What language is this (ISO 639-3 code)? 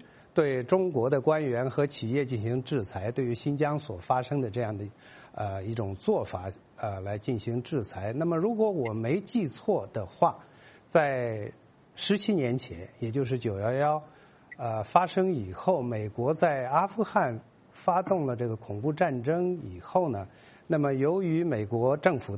zho